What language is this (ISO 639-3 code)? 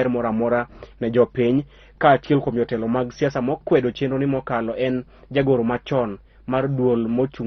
luo